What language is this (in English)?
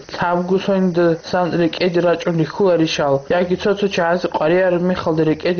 Avaric